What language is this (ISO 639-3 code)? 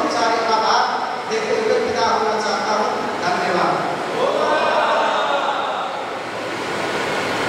hin